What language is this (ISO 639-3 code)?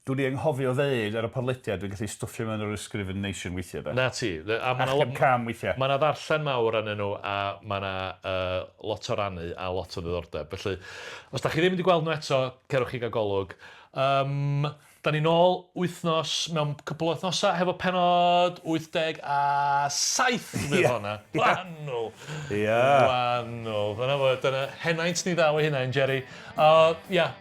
cym